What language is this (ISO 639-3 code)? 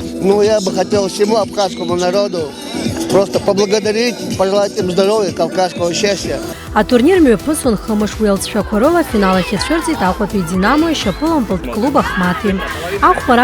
abk